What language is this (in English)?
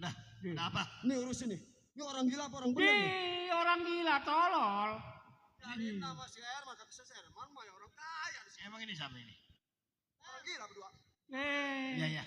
Betawi